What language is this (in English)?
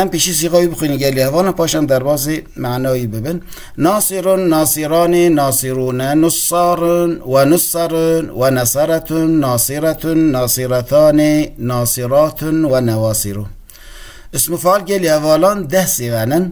Kurdish